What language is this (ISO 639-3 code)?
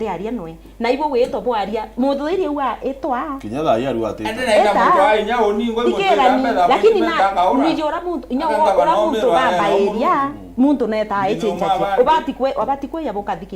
mer